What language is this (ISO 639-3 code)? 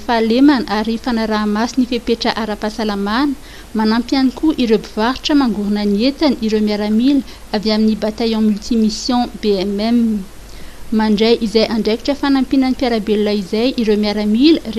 mlg